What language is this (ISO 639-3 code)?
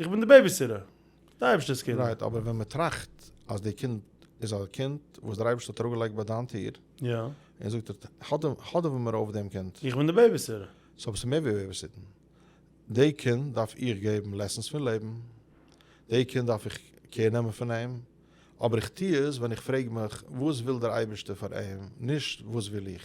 yid